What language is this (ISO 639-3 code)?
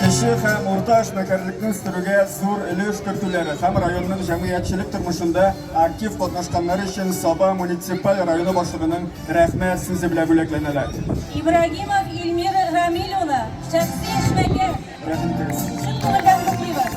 tat